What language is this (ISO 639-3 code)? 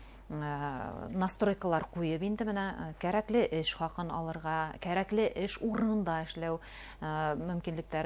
bak